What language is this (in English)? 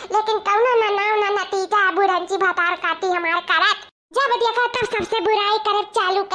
Awadhi